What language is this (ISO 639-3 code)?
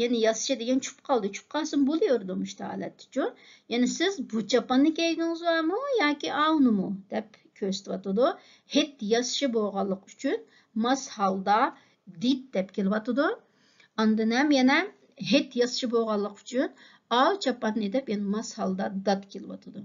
uig